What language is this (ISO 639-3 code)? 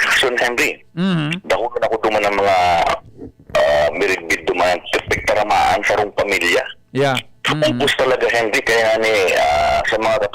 bik